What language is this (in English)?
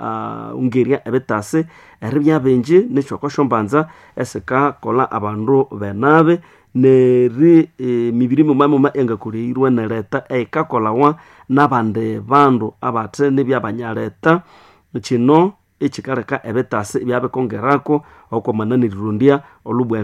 Nande